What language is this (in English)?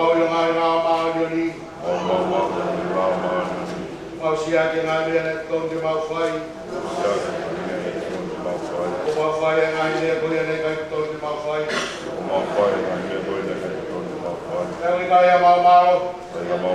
Tongan